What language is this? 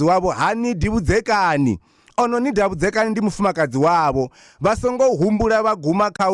Venda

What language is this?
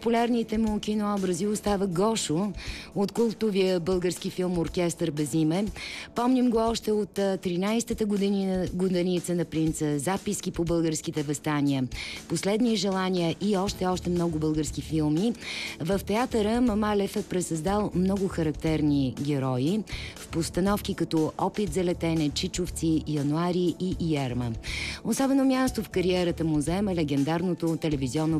Bulgarian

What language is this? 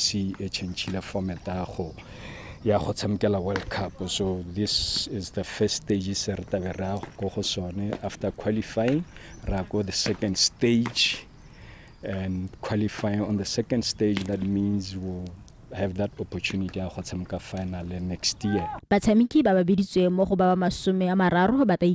Tswana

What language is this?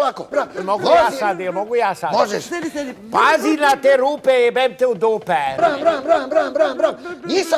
Serbian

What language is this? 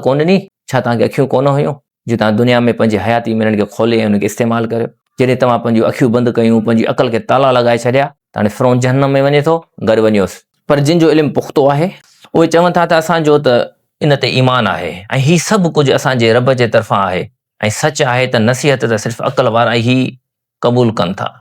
Sindhi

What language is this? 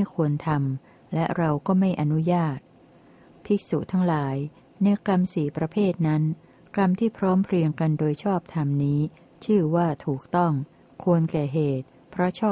Thai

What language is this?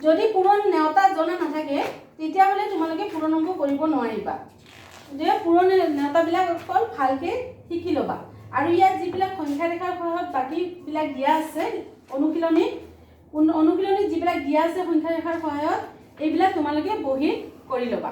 Assamese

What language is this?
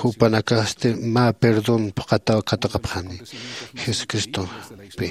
Aymara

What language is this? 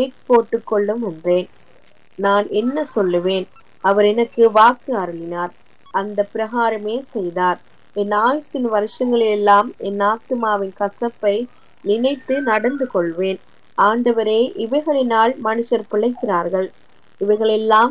Tamil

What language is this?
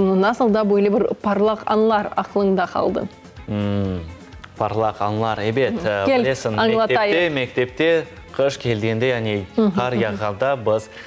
Crimean Tatar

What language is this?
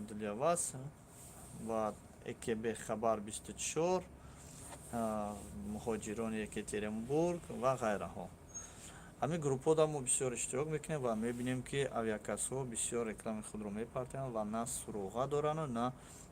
Tajik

